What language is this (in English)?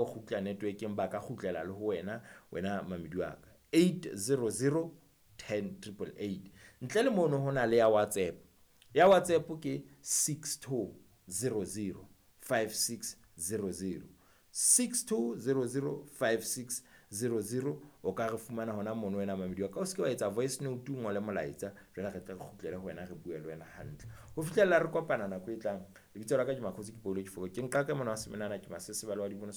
Southern Sotho